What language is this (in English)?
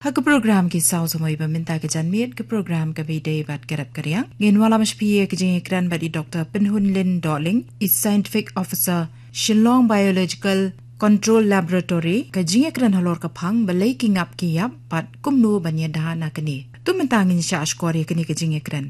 Khasi